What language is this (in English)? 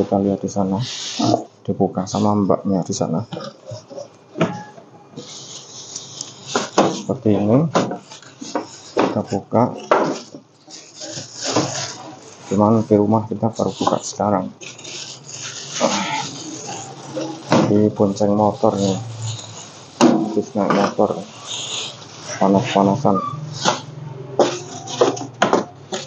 Indonesian